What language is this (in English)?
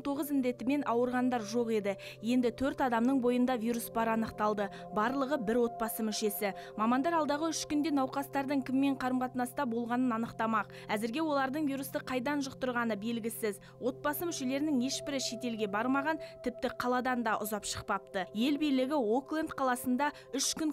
Kazakh